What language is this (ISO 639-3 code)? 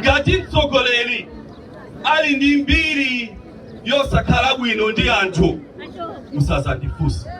nya